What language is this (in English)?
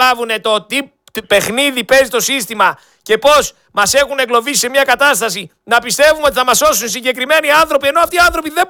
Greek